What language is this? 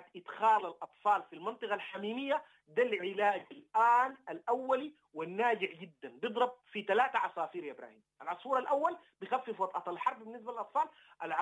Sudanese Arabic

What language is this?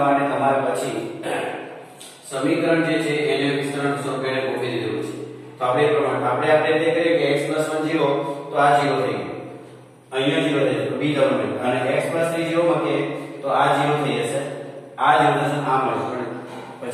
Gujarati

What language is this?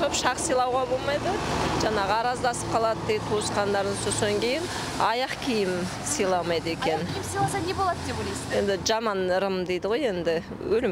Kazakh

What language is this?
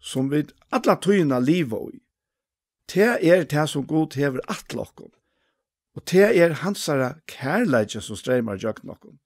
Faroese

